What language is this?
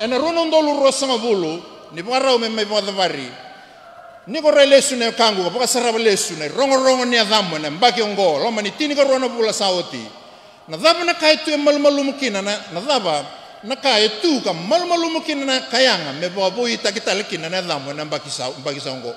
Fijian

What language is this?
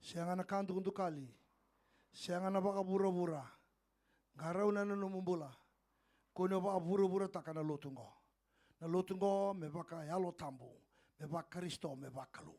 Fijian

